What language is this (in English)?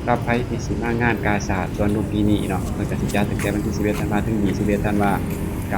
Lao